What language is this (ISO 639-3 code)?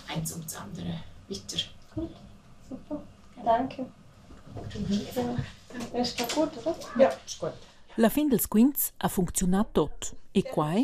roh